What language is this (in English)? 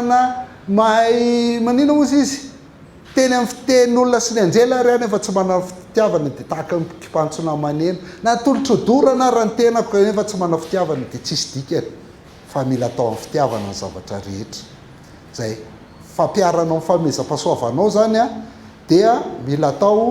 Malagasy